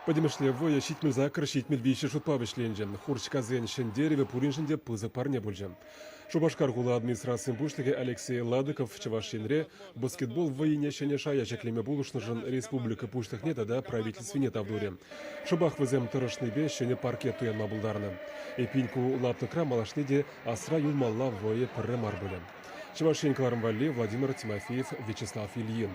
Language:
Chuvash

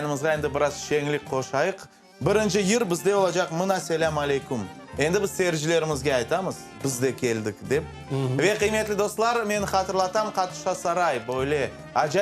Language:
Crimean Tatar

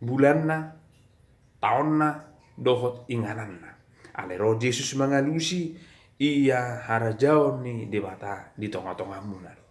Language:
Batak Toba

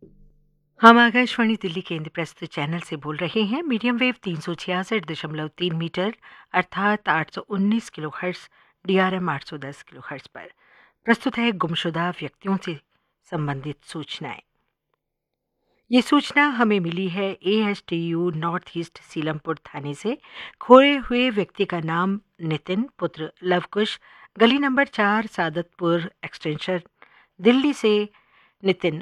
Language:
Hindi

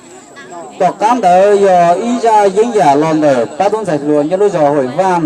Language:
Hmong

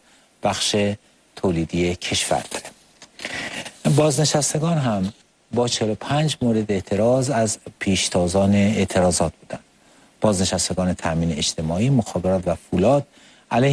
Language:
Persian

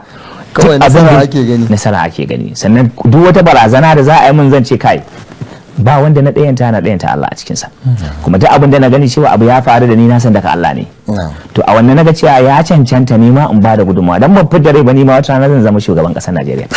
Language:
Hausa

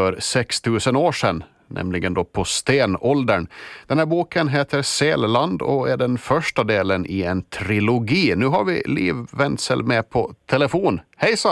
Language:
Swedish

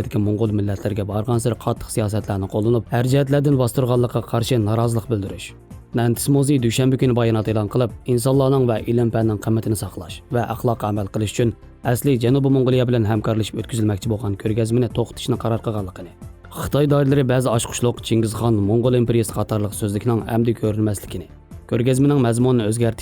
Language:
Uyghur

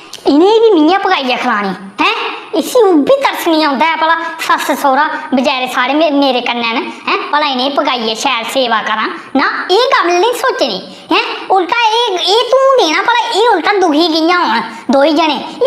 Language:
Dogri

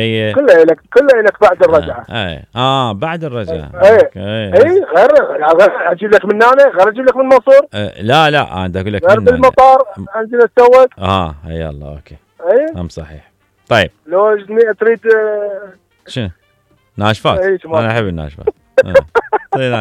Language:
Mesopotamian Arabic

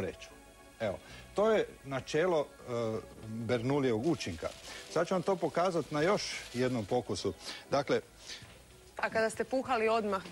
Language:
Croatian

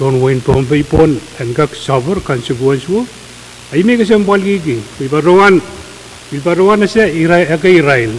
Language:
Pohnpeian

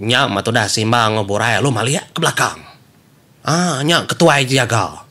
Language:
Iban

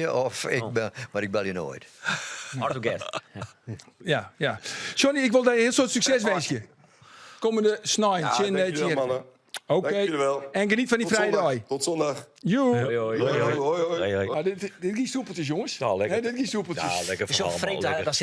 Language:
Western Frisian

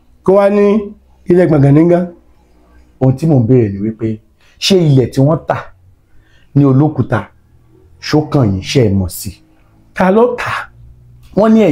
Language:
Yoruba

